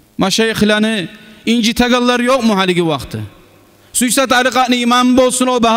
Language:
Kumyk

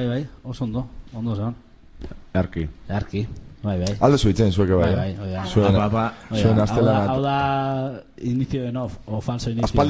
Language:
Basque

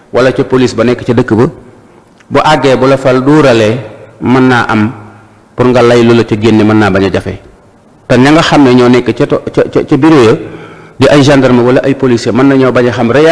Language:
Wolof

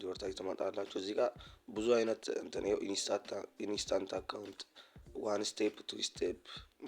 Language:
Amharic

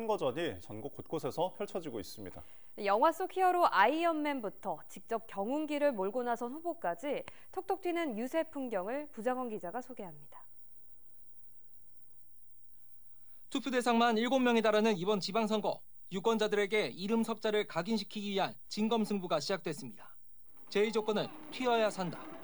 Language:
Korean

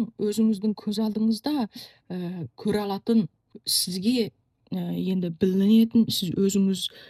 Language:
Kazakh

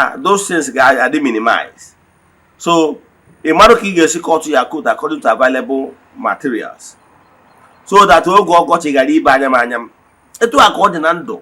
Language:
Igbo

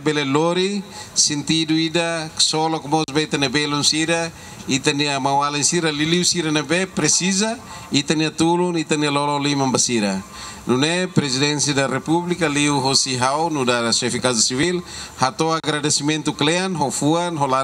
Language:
Tetum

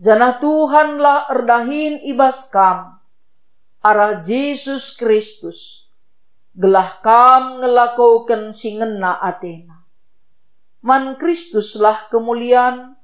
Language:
Batak Karo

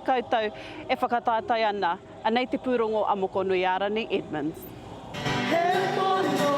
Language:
Māori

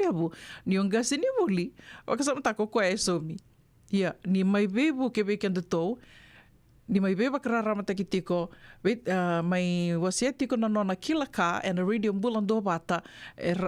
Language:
Fijian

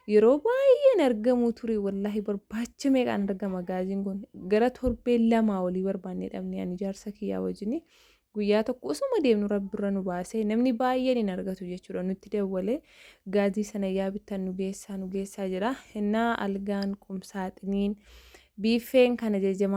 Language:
Oromo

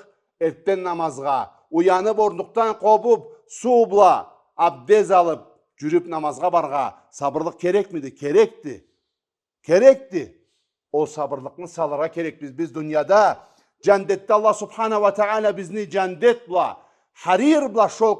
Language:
Karachay-Balkar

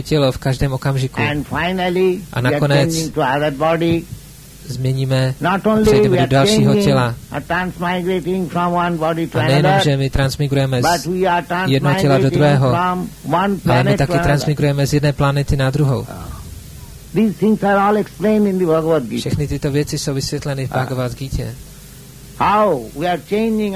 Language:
Czech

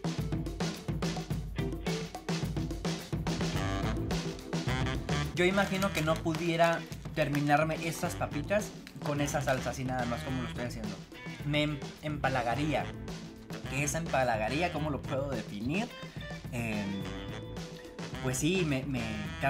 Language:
Spanish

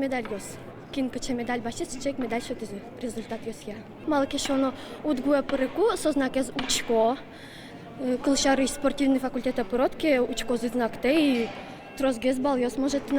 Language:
Udmurt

